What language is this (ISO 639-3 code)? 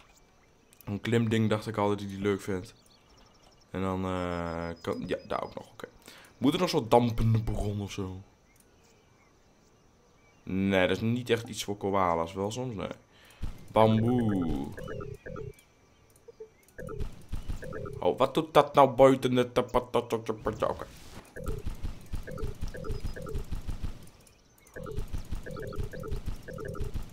nld